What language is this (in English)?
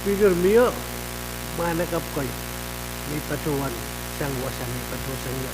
Pohnpeian